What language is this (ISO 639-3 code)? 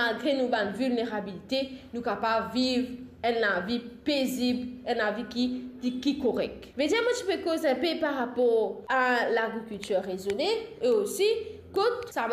mfe